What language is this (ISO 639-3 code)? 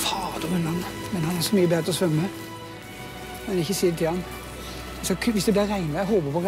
nor